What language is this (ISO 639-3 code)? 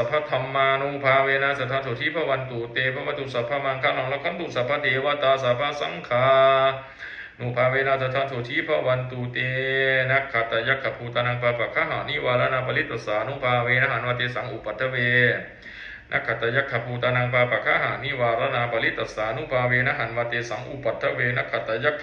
pli